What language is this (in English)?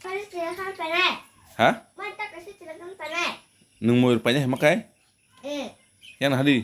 Kok Borok